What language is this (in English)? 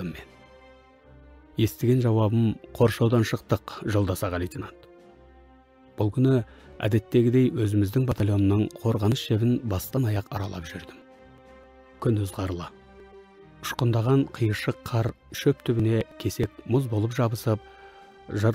Kazakh